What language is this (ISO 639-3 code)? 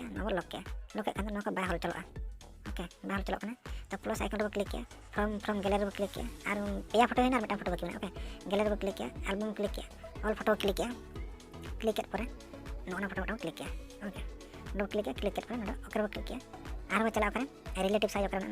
sat